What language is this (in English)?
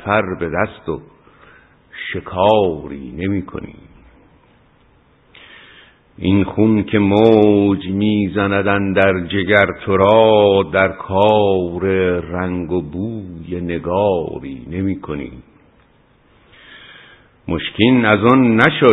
Persian